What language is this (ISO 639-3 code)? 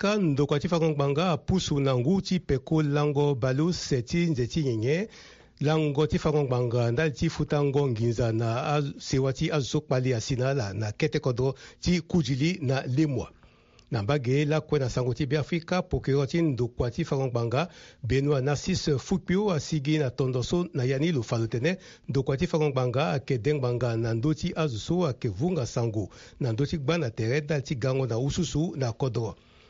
sag